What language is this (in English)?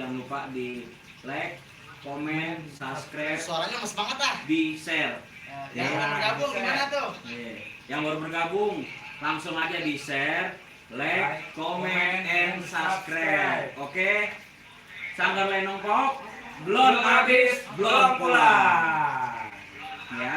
Betawi